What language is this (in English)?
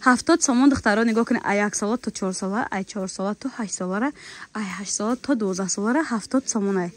Tajik